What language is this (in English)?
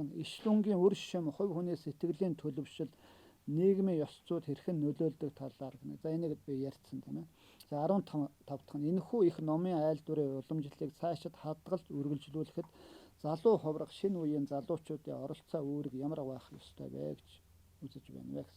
Mongolian